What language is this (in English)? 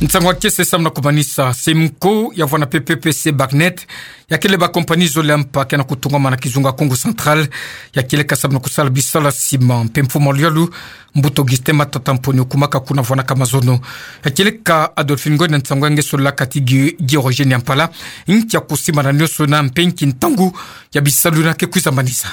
Kituba (Democratic Republic of Congo)